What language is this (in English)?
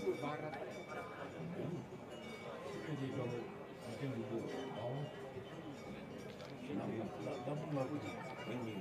Italian